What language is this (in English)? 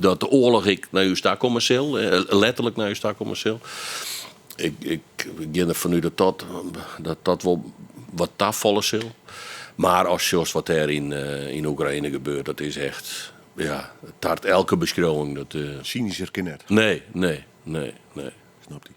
Western Frisian